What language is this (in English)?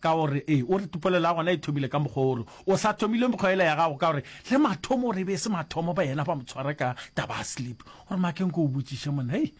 Northern Sotho